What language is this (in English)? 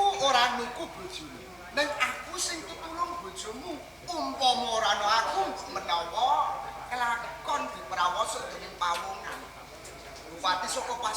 Javanese